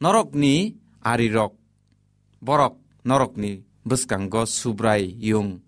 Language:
Kok Borok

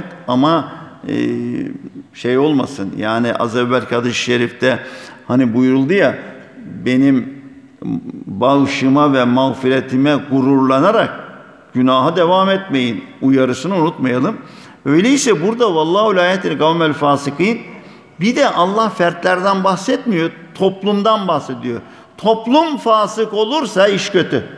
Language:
Turkish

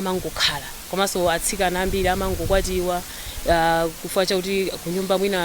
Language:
Nyanja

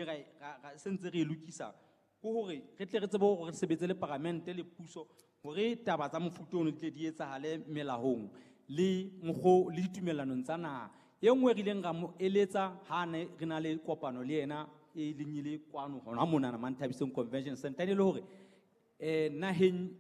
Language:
Southern Sotho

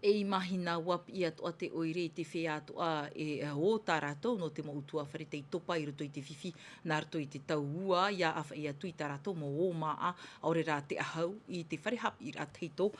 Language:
Tahitian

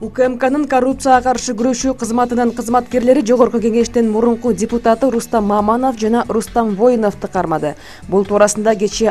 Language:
Kyrgyz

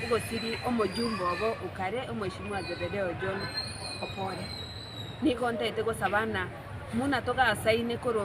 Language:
Gusii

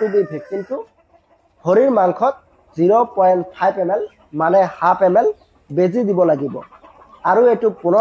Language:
Assamese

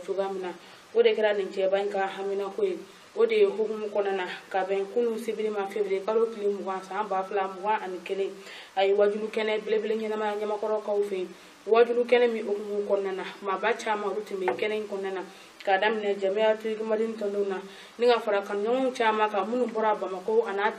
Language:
Bambara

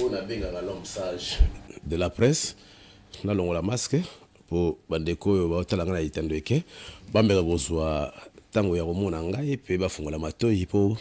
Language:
Lingala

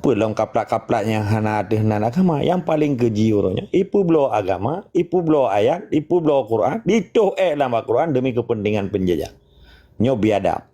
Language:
Achinese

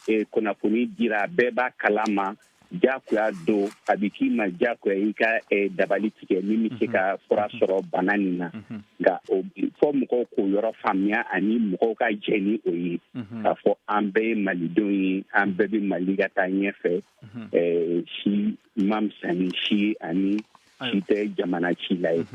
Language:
Bambara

